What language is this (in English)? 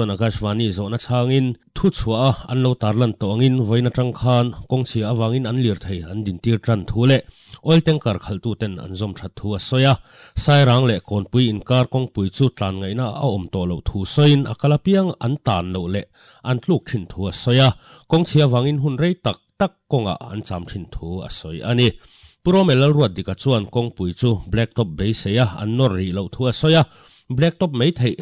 Mizo